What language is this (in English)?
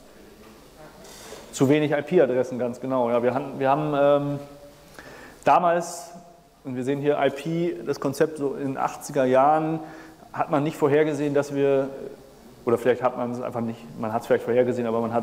German